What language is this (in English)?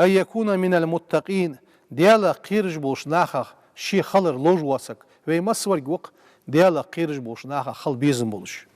Ingush